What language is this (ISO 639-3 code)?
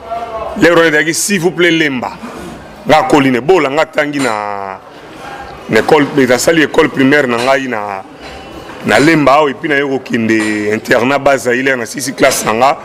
lin